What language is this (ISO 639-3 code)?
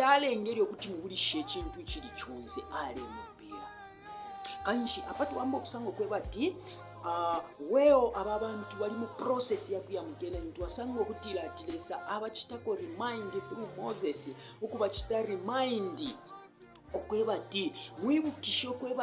bem